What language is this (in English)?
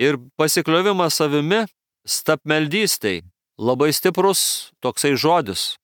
Lithuanian